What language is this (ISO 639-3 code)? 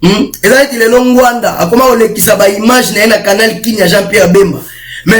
lin